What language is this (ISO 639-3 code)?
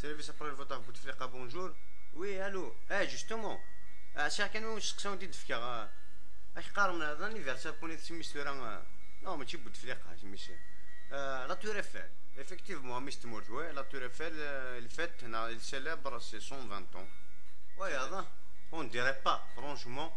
kab